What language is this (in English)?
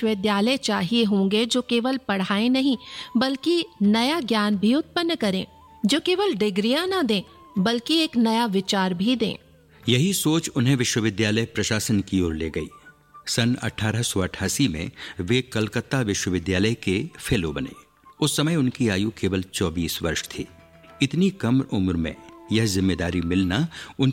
Hindi